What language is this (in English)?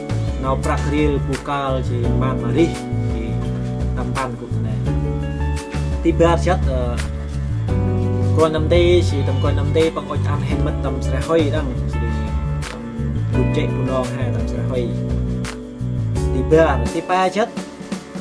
Central Mnong